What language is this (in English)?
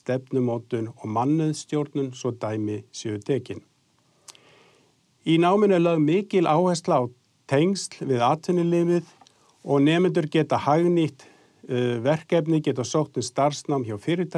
Icelandic